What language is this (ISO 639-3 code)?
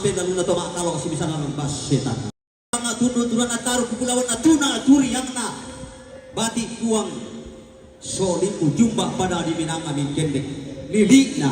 sda